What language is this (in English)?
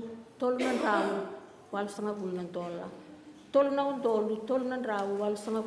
Fijian